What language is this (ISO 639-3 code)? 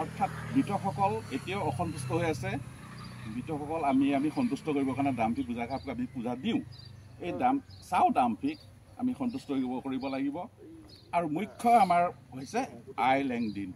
asm